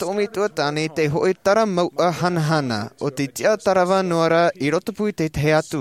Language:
Tahitian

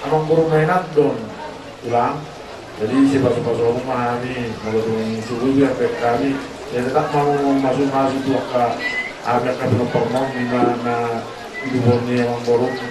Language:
Batak Toba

